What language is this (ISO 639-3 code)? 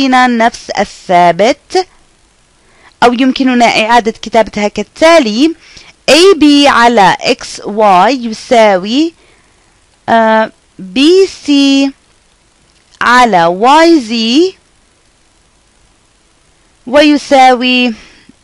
ara